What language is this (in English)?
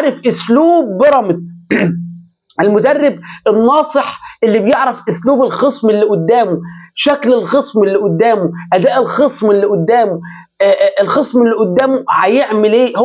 Egyptian Arabic